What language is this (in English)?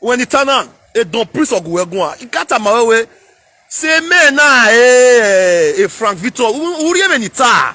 Nigerian Pidgin